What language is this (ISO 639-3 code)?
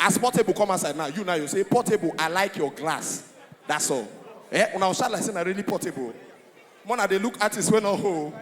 pcm